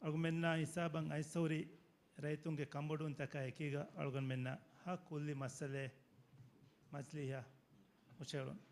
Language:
Divehi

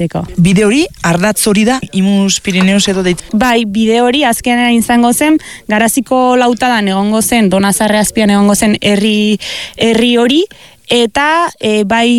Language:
Basque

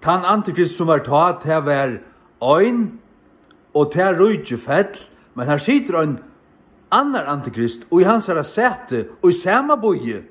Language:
Faroese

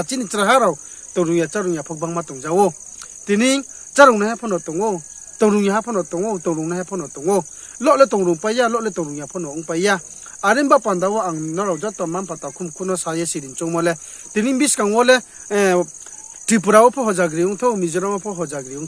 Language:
Riang (India)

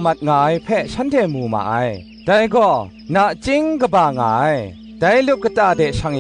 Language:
Kachin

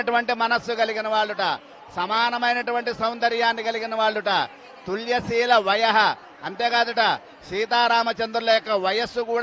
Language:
Telugu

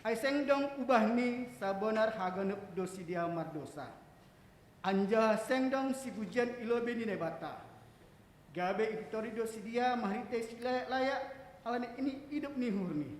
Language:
Batak Simalungun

